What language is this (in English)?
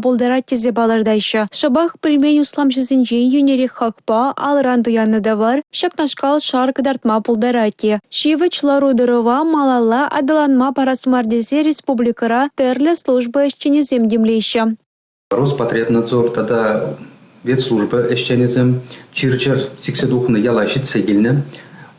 Chuvash